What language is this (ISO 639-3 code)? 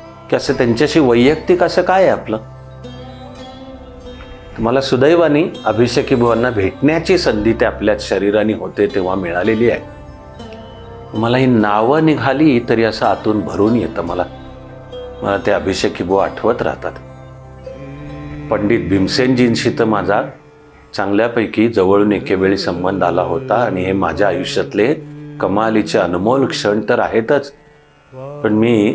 mar